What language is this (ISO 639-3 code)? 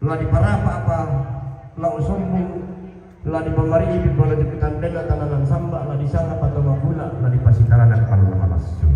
sda